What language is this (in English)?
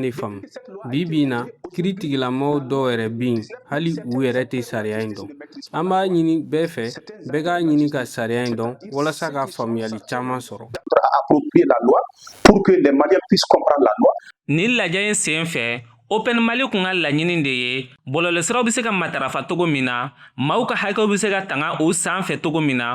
Bambara